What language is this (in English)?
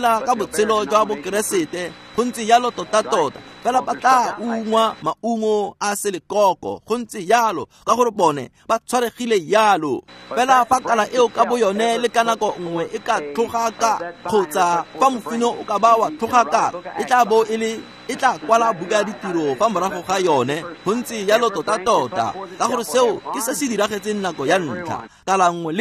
Tswana